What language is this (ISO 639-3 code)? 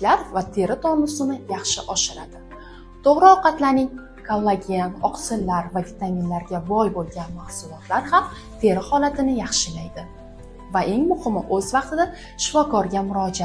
uzb